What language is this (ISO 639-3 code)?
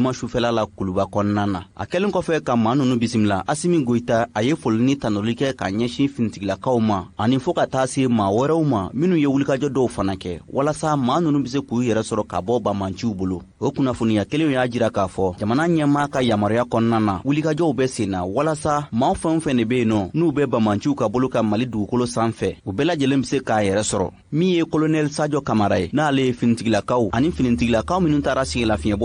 bam